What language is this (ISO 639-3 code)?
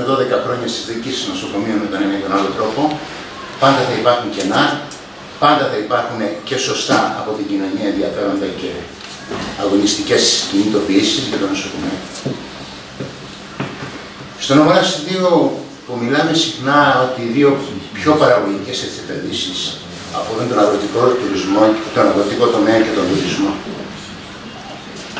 ell